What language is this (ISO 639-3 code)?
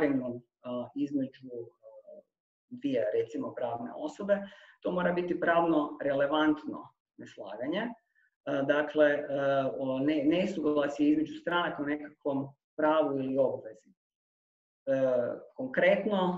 hrv